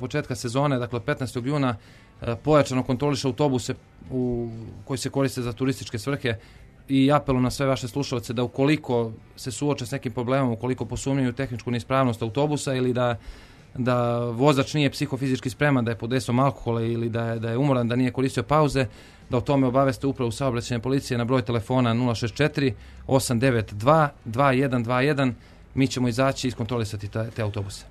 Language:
Serbian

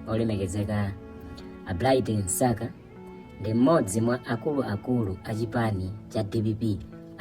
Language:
Nyanja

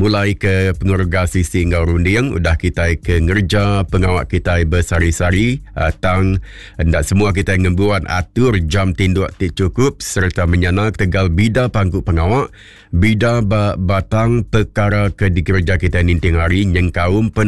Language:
Iban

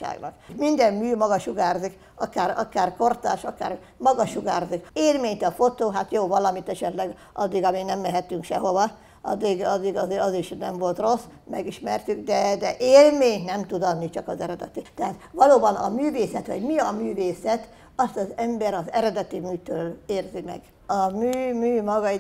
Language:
Hungarian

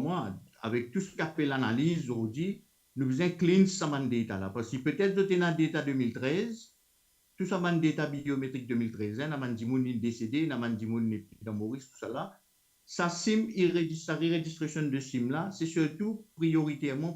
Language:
Morisyen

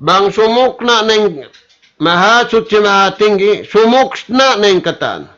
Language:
Tausug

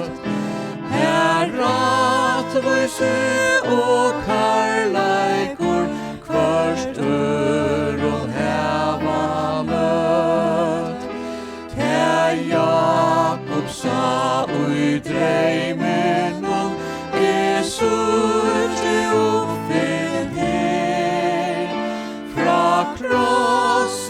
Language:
Faroese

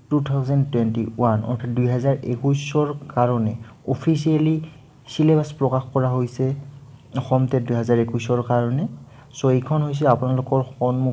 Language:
Assamese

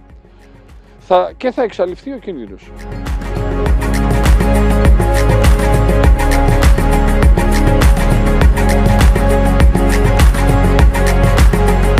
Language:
Greek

